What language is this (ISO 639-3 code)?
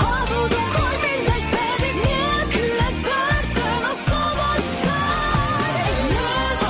hun